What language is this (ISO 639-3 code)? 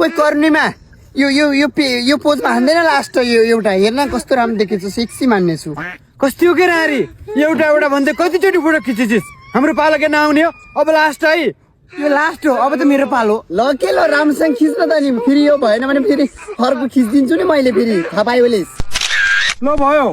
nep